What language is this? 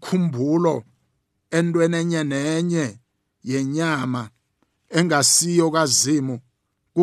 South Ndebele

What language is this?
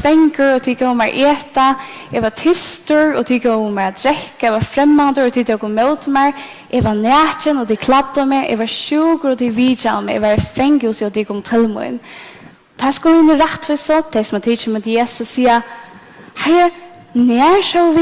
Faroese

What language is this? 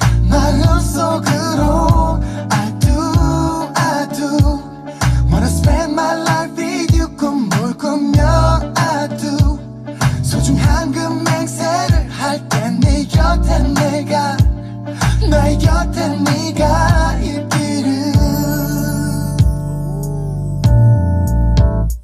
Korean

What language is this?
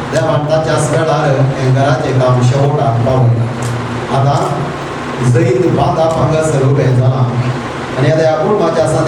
Konkani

